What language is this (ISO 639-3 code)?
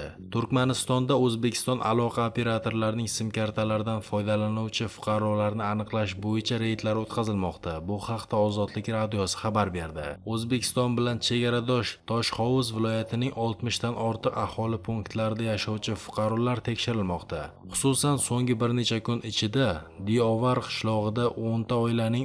uzb